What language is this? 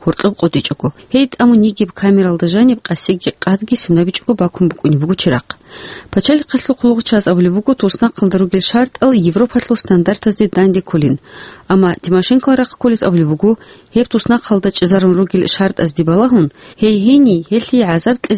Avaric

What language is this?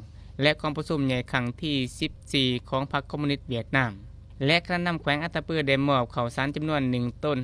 Lao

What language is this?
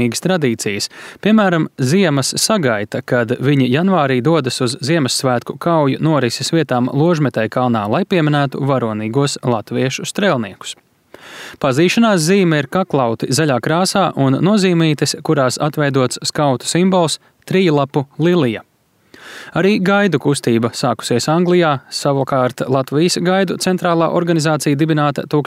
Latvian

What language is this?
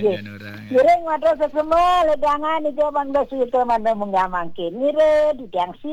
Balinese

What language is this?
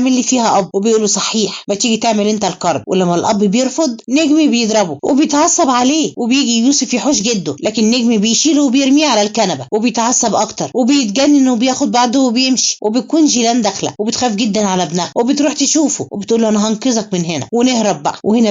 Egyptian Arabic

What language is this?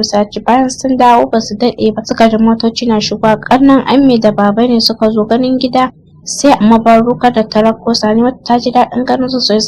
Hausa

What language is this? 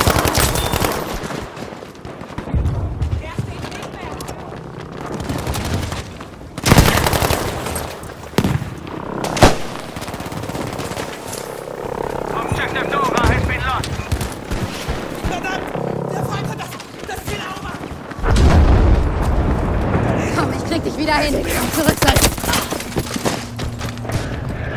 German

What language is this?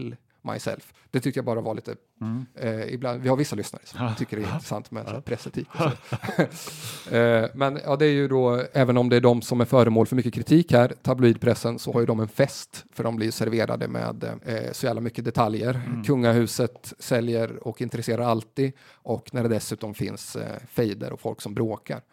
Swedish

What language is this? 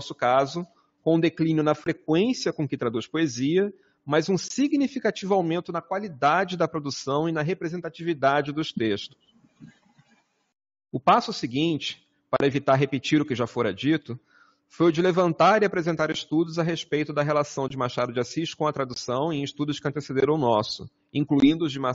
Portuguese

